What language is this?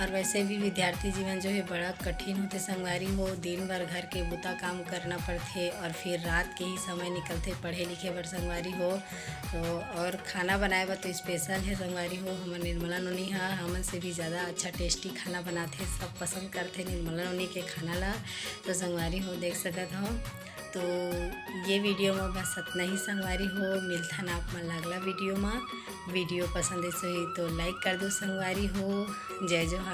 Chhattisgarhi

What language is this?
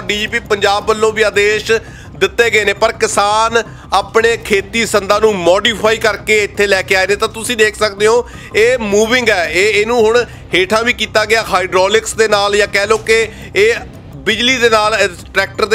Punjabi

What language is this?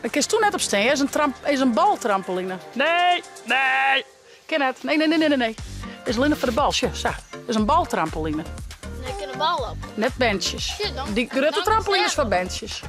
Western Frisian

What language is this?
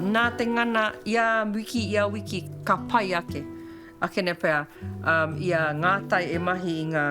Māori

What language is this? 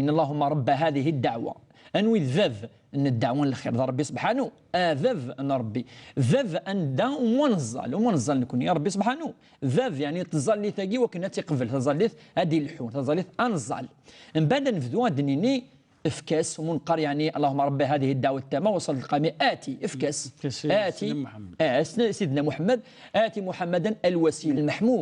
Kabyle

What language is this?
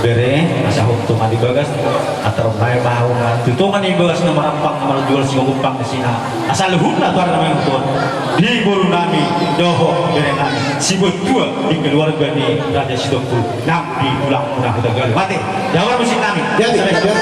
Batak Toba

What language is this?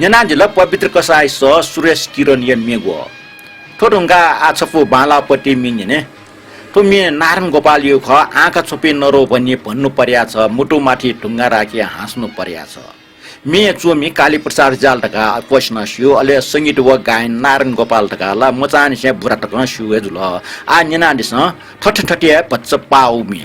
Newari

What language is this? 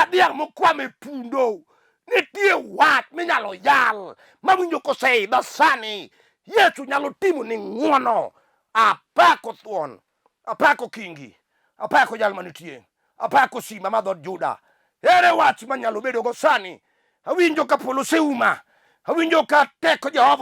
Luo (Kenya and Tanzania)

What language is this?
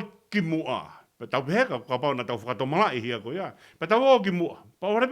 Tongan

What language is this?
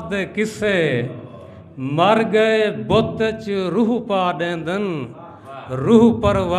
Saraiki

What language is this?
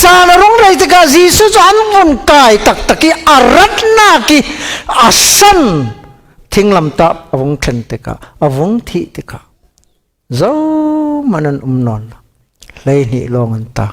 Falam Chin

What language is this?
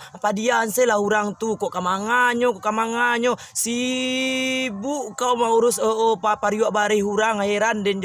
Minangkabau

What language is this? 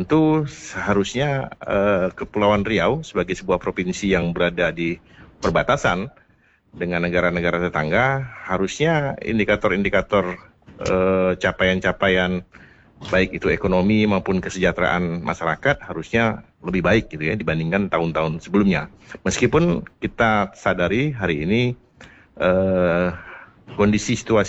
Indonesian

